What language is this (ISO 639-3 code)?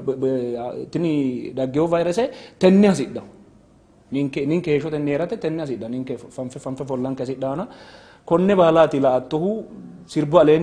sid